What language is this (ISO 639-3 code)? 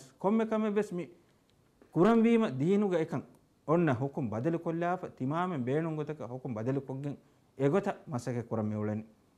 div